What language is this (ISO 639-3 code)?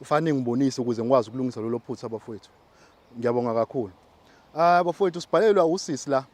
zul